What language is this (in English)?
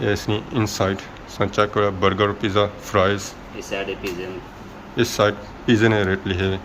Pahari-Potwari